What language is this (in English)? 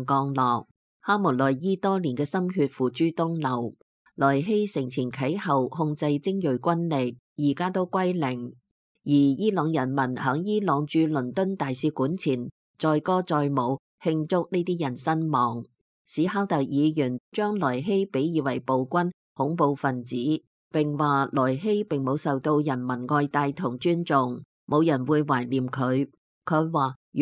Cantonese